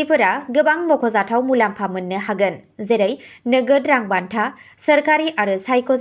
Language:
Bodo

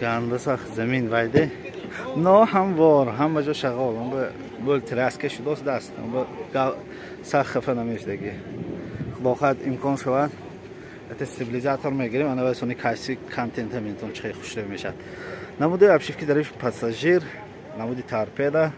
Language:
Tajik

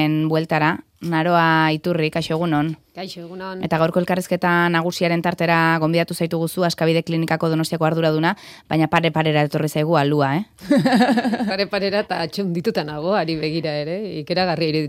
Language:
Basque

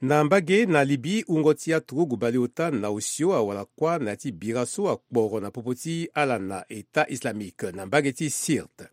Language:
Sango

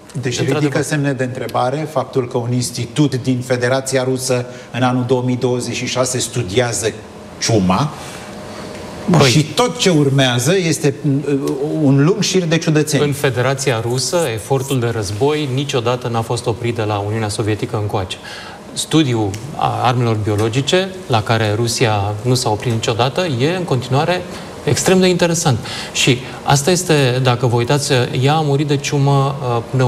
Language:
Romanian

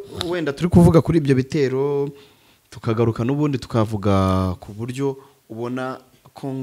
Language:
Kinyarwanda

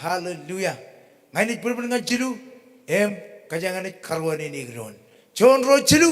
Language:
Marshallese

